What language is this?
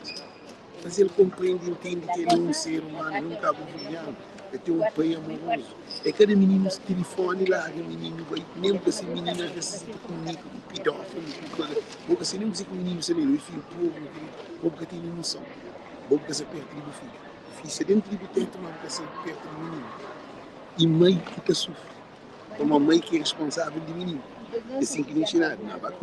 Kabuverdianu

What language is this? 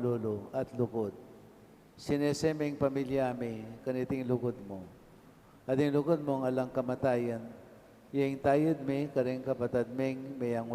Pampanga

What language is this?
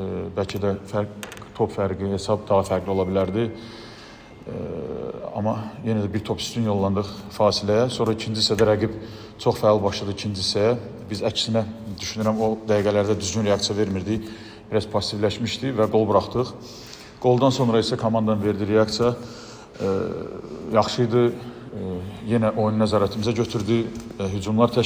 Azerbaijani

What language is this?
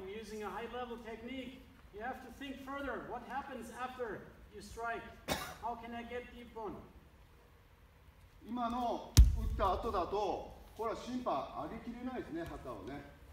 Japanese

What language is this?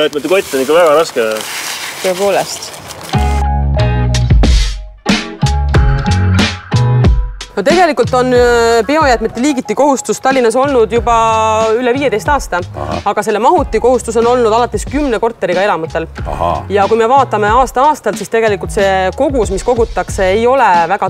Estonian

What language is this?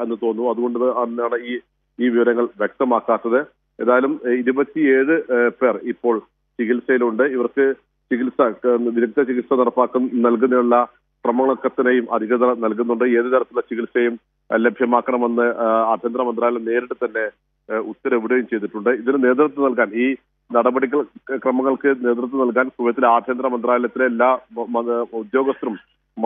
Malayalam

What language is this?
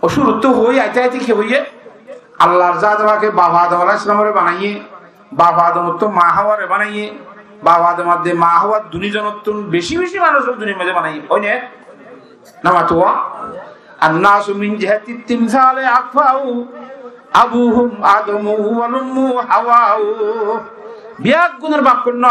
Rohingya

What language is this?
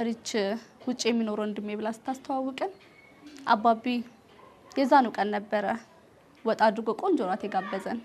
Amharic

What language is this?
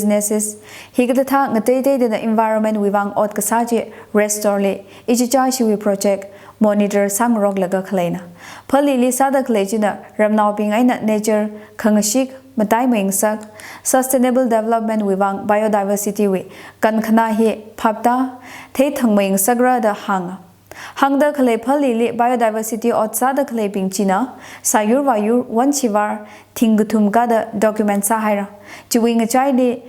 Tangkhul Naga (India)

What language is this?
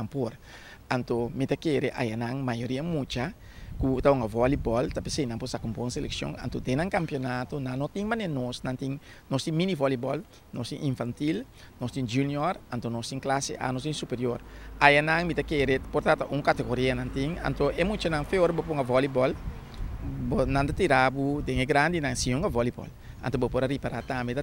Papiamento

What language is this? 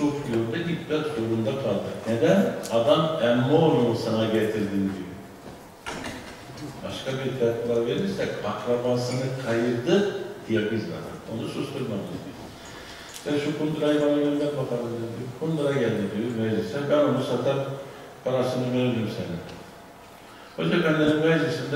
Turkish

